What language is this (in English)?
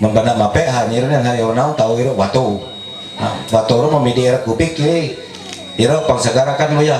Ma'anyan